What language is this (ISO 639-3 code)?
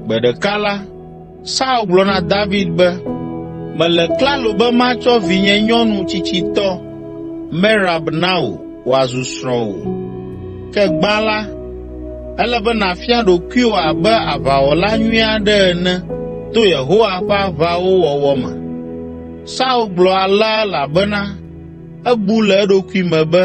ewe